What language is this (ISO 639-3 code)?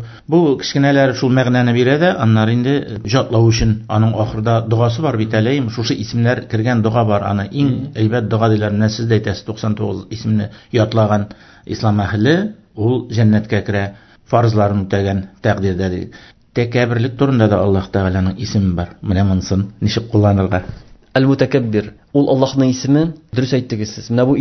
tat